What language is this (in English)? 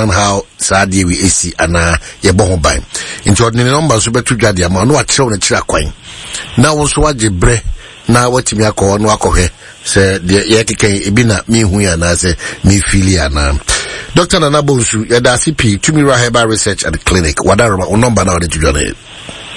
Akan